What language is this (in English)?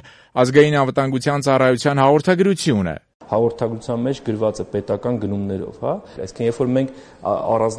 Armenian